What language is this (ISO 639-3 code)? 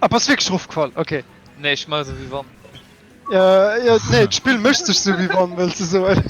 ltz